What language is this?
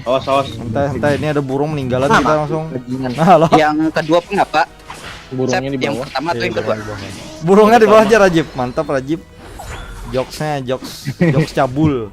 Banjar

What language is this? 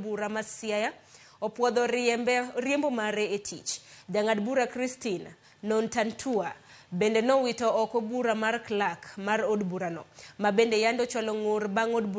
Luo (Kenya and Tanzania)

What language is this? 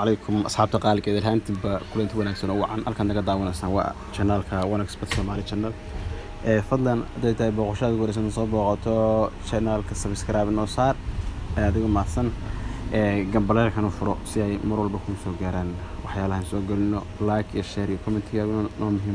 Somali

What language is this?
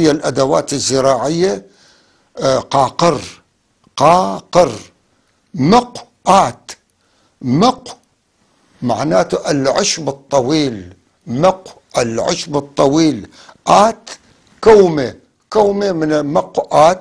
North Levantine Arabic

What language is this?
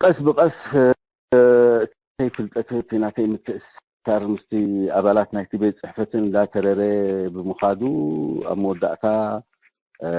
Tigrinya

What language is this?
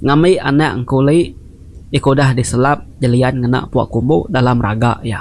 Iban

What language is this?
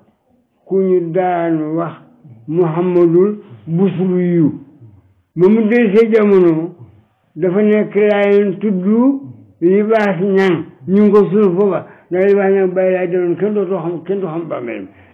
Wolof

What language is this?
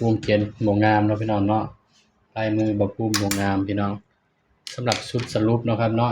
Northeastern Thai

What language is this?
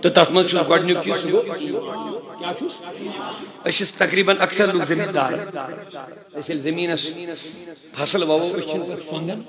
Kashmiri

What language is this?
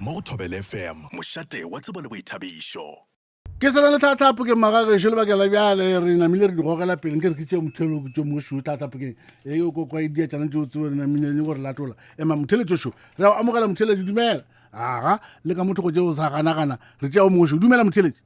Northern Sotho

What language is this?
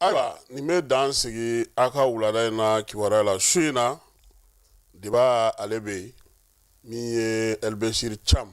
Bambara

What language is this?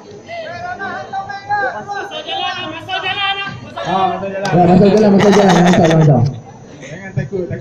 Malay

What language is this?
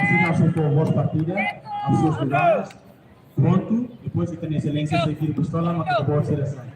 Tetum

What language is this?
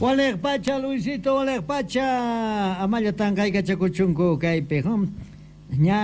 Quechua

